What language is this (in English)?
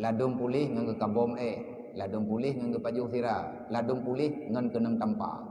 Achinese